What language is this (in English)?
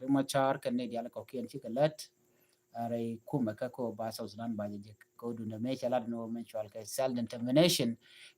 Nuer